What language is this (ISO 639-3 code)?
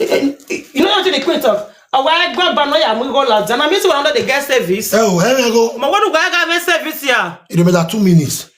pcm